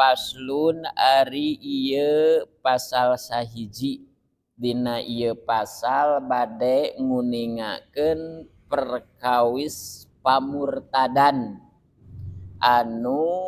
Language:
Sundanese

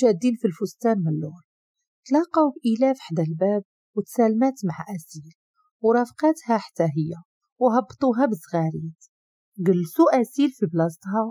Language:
Moroccan Arabic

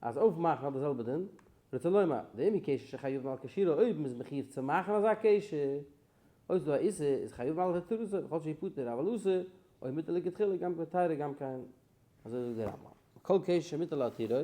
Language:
Yiddish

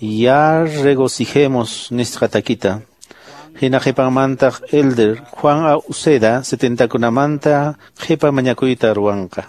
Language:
Quechua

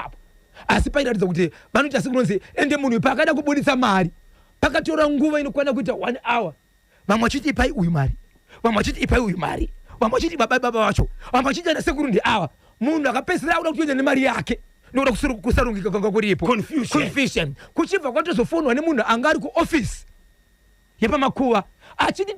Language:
Shona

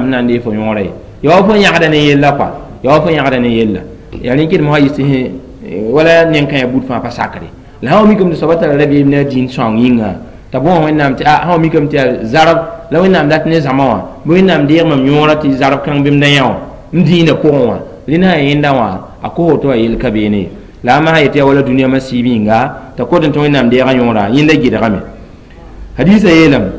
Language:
Mossi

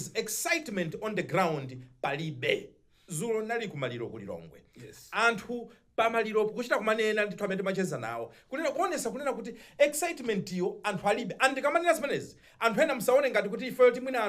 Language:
Nyanja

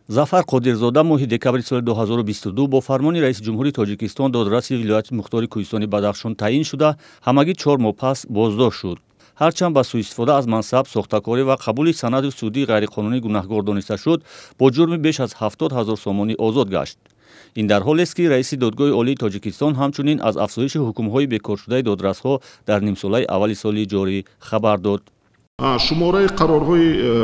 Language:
Tajik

